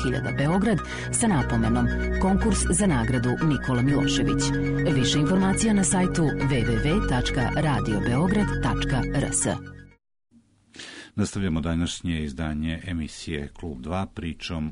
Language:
Serbian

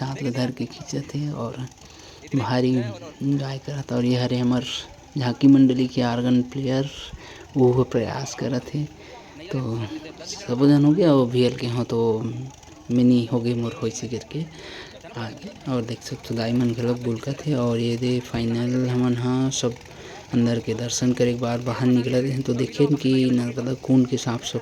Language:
Chhattisgarhi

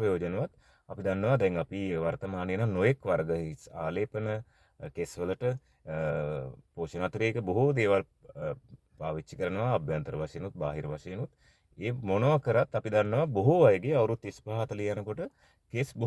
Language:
Sinhala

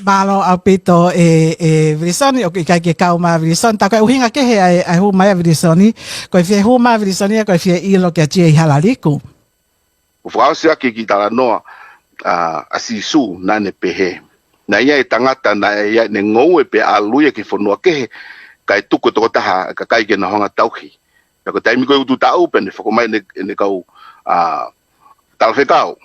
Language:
Tongan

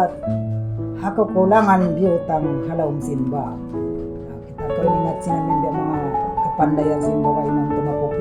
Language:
Tausug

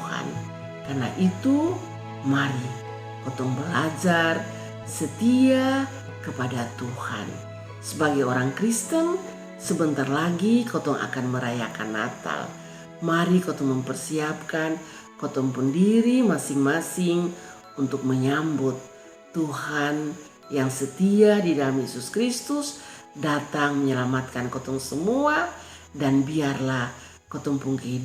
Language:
Kupang Malay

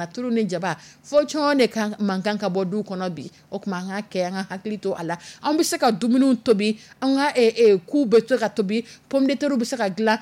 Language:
Dyula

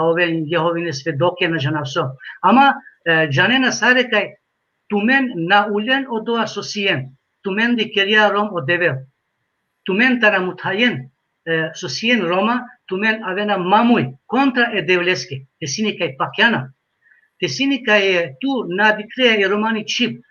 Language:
Balkan Romani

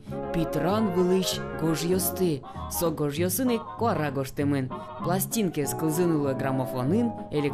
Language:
Udmurt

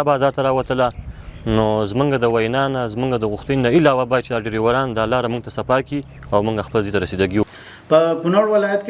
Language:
Pashto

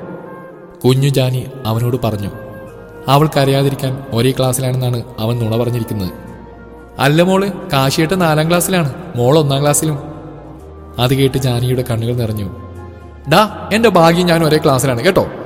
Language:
Malayalam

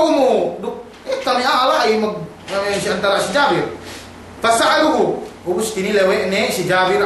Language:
Yakan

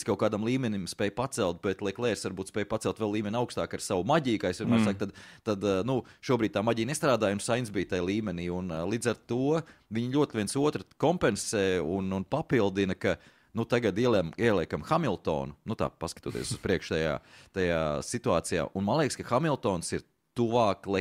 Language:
Latvian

